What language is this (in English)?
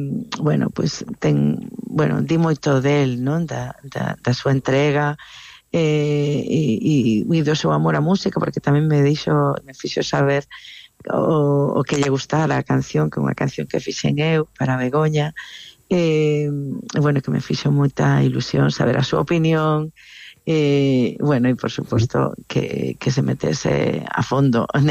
Galician